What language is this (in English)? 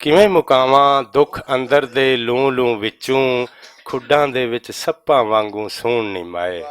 Western Panjabi